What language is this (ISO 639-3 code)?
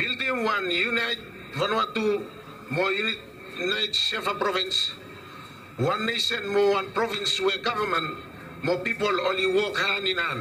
bis